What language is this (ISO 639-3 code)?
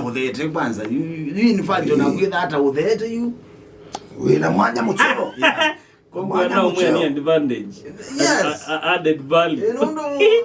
kam